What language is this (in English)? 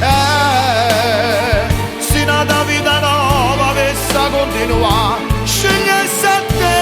Neapolitan